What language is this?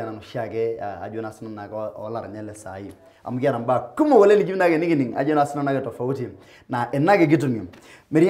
Masai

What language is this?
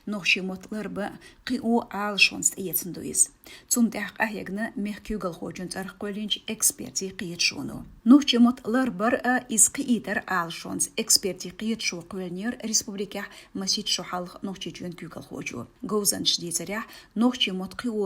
Chechen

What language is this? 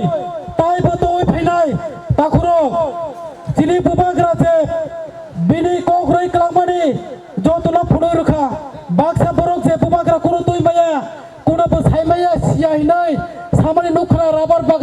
Kok Borok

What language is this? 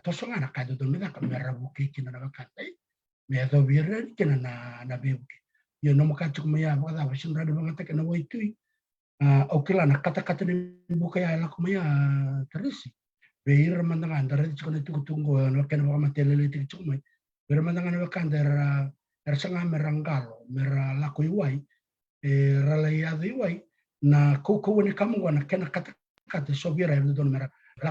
Fijian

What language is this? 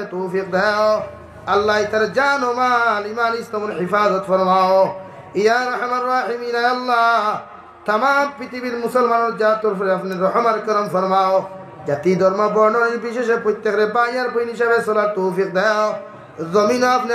Sylheti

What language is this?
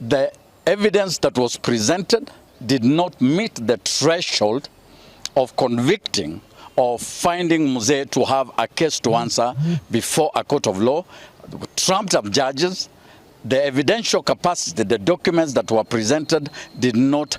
Gusii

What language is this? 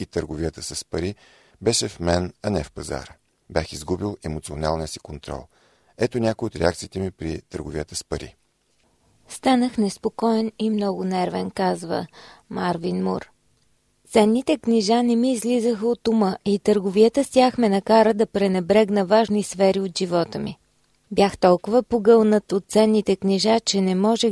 Bulgarian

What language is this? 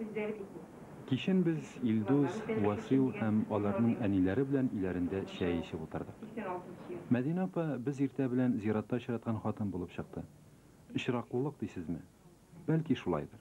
Tatar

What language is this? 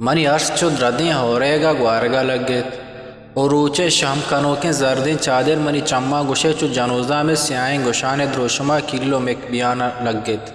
Eastern Balochi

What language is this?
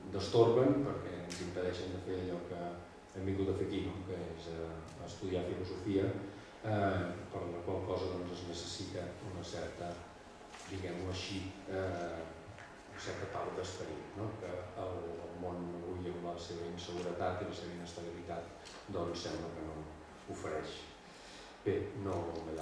Catalan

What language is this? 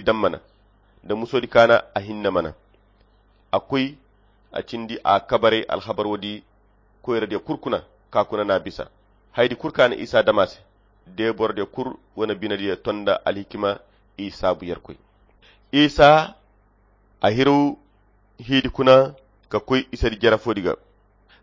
Koyra Chiini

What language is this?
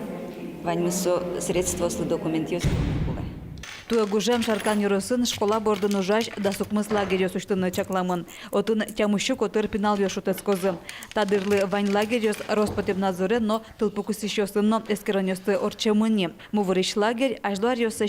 Udmurt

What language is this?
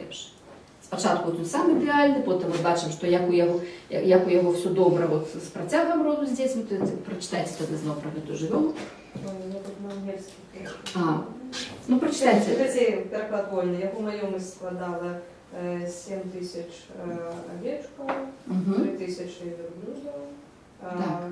Belarusian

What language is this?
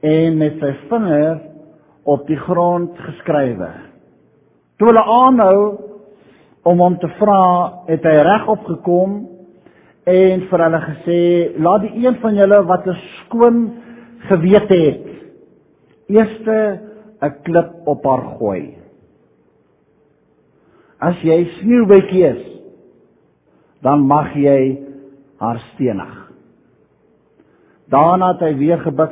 Afrikaans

